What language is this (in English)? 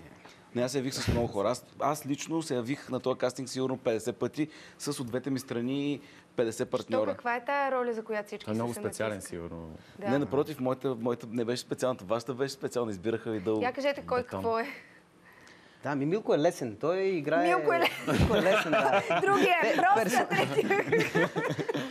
Bulgarian